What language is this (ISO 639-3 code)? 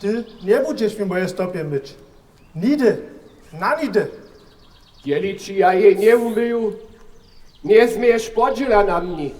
hsb